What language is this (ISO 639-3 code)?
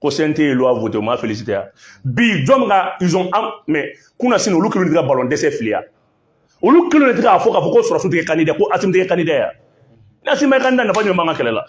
bam